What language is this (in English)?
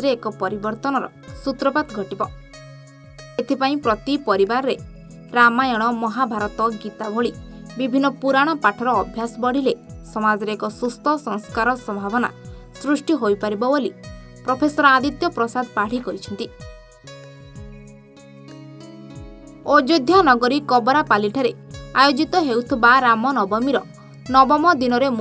Odia